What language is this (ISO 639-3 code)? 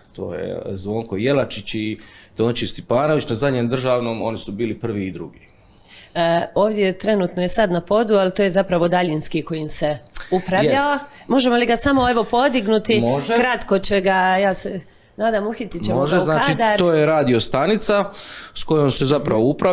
hrv